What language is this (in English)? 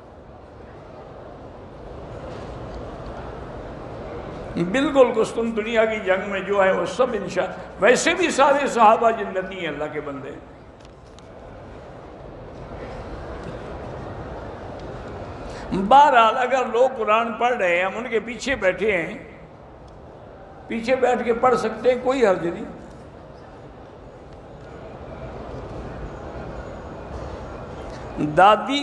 Urdu